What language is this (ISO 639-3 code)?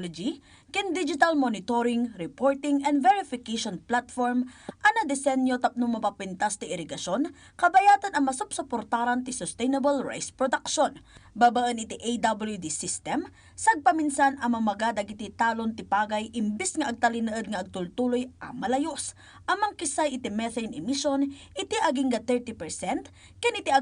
ilo